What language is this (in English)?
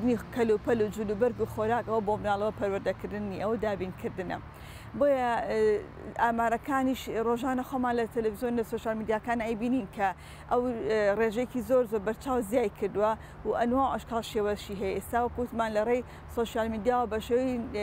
Central Kurdish